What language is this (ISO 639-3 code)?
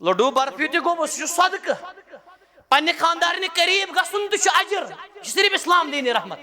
kas